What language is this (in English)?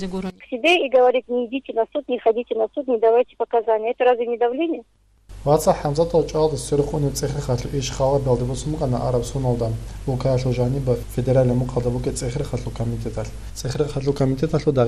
Avaric